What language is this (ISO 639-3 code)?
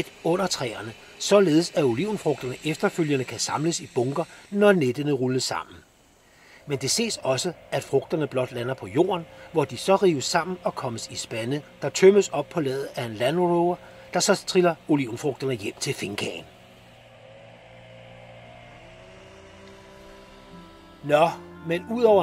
dan